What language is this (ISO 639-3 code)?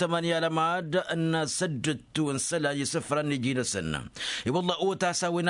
taq